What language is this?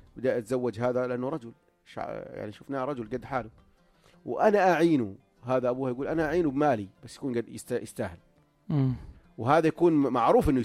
North Levantine Arabic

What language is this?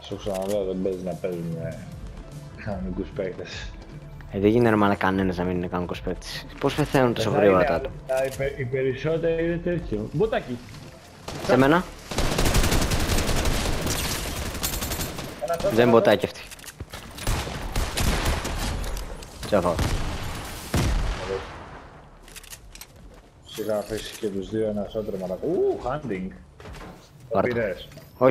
Greek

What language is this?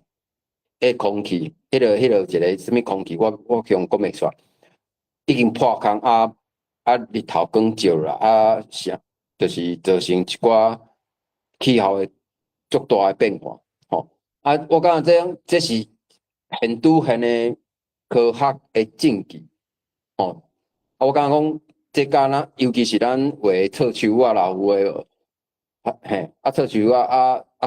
Min Nan Chinese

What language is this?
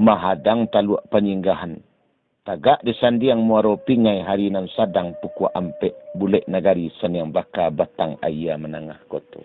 Minangkabau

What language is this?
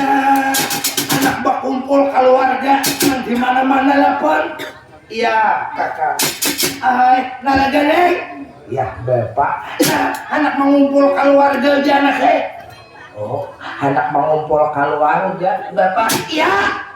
Banjar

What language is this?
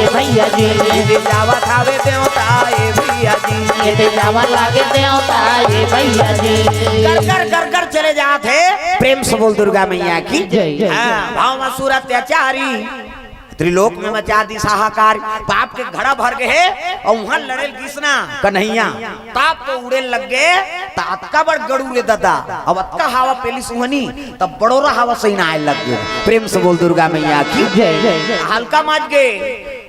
Chhattisgarhi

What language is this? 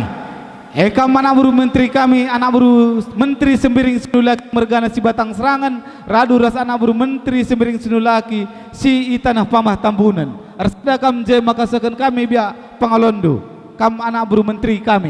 Batak Karo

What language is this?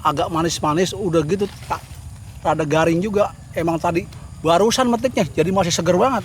Betawi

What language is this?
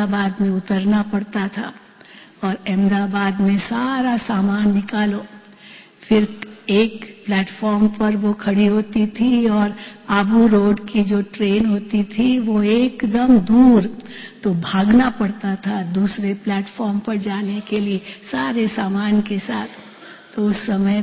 Hindi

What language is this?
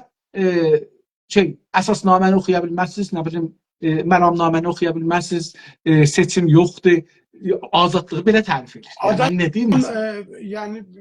South Azerbaijani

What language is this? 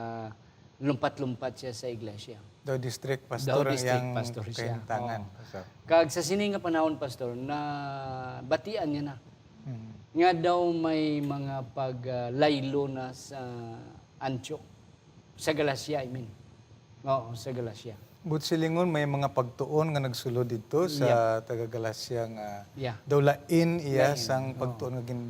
Hiligaynon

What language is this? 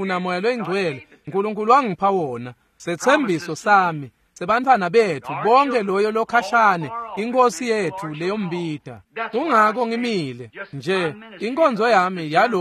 Swati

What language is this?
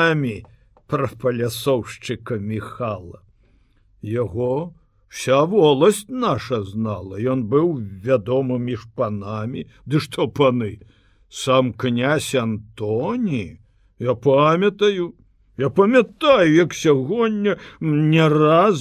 Belarusian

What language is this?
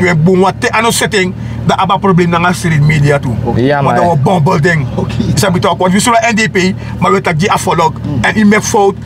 Sranan Tongo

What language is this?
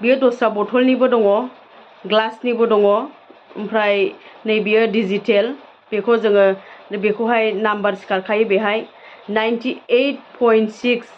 Bodo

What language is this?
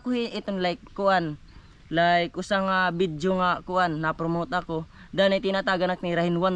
Waray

